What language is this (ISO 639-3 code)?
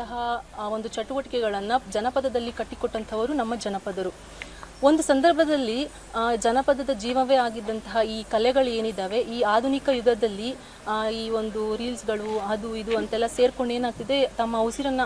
kan